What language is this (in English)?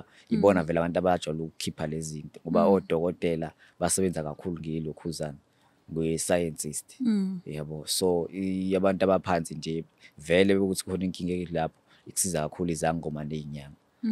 Zulu